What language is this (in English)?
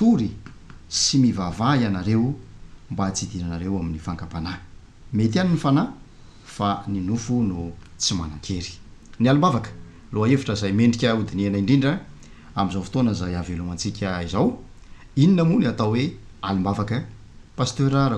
Malagasy